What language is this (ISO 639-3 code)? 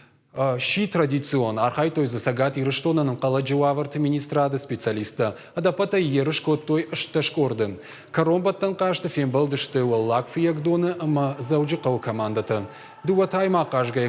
oss